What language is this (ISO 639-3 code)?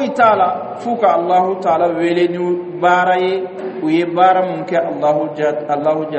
dyu